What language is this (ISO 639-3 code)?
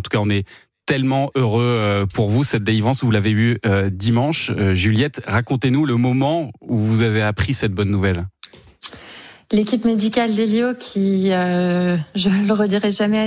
fra